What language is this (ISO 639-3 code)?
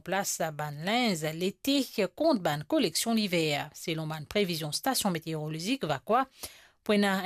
mfe